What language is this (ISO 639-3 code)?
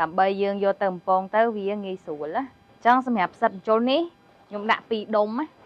khm